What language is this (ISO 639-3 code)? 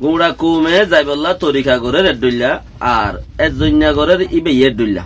rhg